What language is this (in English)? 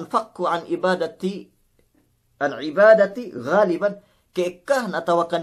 Yakan